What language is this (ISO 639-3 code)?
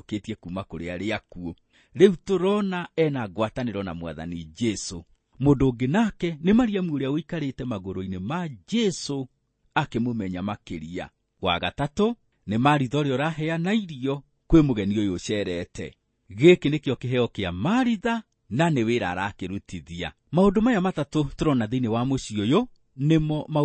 kik